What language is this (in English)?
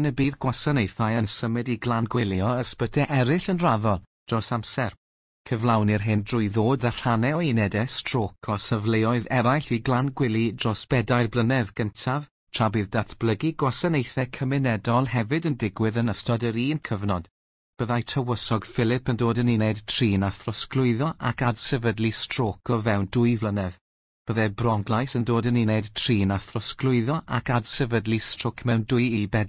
Welsh